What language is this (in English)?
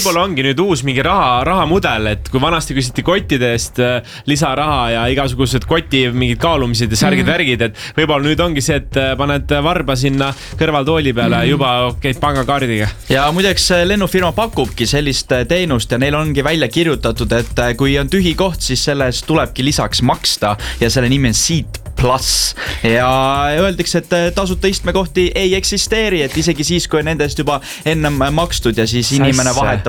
Estonian